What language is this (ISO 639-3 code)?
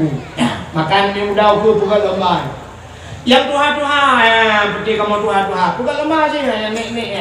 ace